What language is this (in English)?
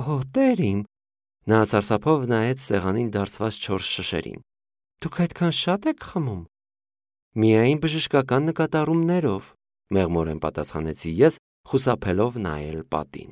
Armenian